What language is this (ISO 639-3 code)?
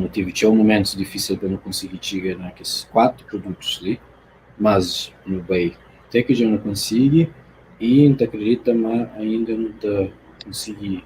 kea